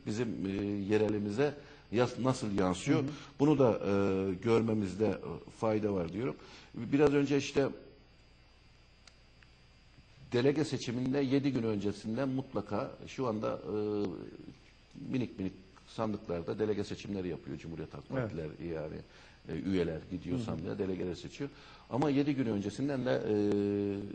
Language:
Turkish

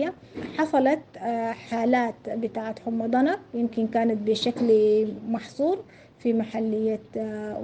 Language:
Sudanese Arabic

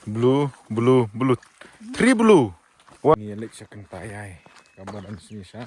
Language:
Khasi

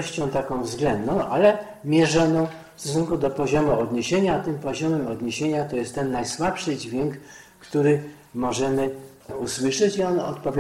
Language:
Polish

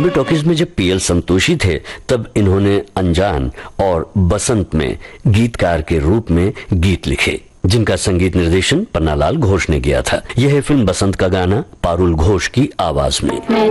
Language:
Hindi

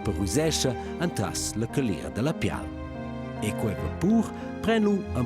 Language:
Romansh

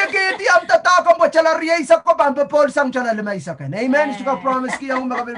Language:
Pohnpeian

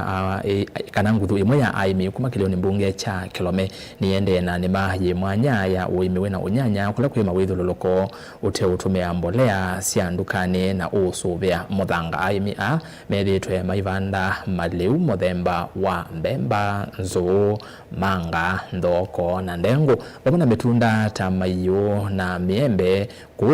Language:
Kamba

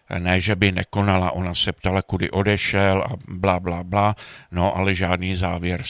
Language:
Czech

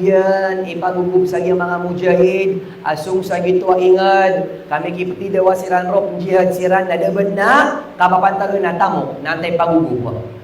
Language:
Maranao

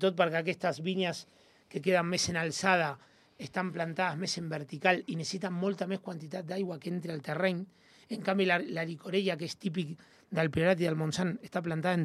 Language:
Catalan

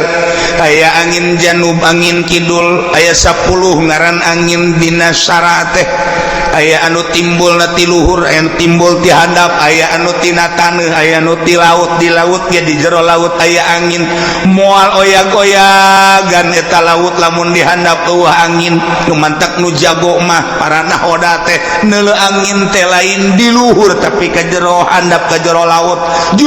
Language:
Sundanese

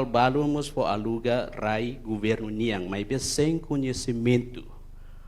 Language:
Tetum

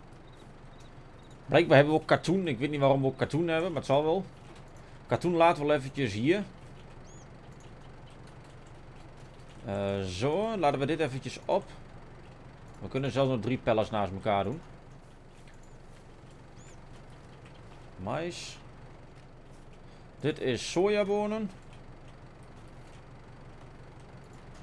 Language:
Dutch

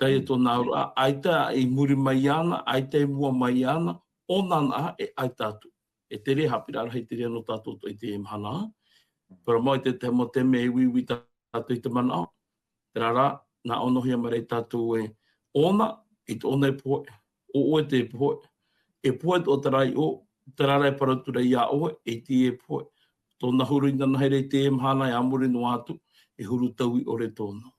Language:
Tahitian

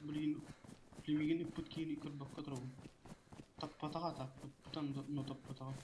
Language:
Yakut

